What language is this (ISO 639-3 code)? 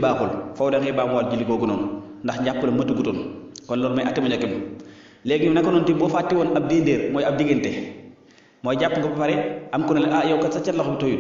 wol